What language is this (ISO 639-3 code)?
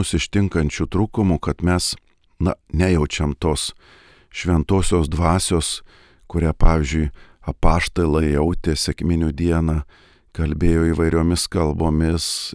lit